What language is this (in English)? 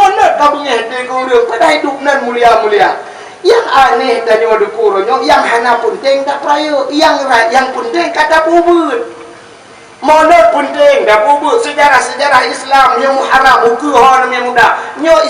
Achinese